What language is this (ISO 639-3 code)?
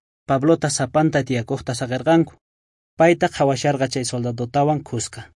quh